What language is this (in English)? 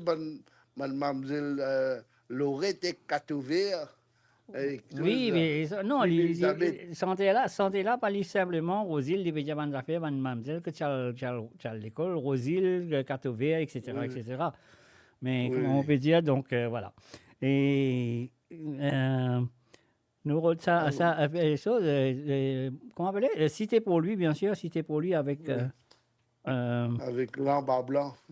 Morisyen